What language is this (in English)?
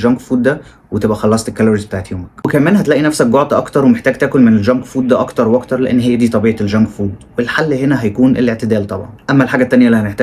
Egyptian Arabic